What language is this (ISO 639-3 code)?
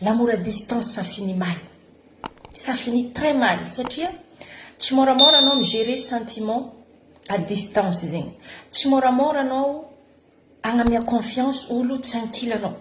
mlg